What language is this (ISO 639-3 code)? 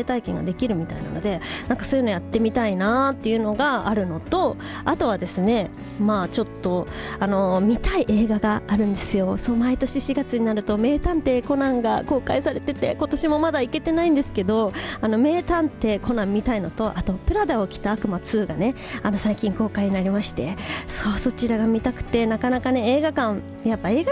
jpn